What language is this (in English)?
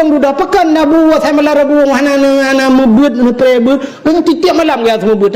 Achinese